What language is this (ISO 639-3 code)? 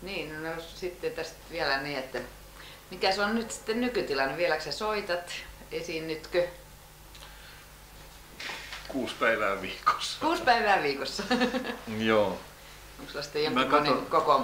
fin